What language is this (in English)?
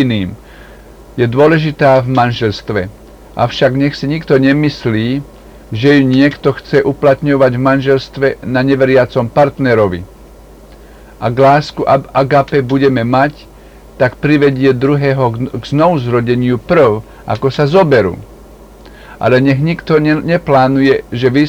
Slovak